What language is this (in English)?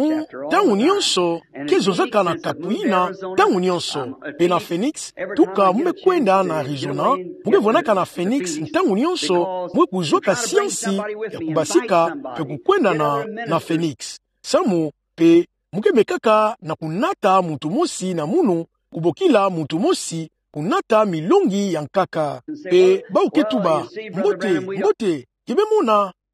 Kituba (Democratic Republic of Congo)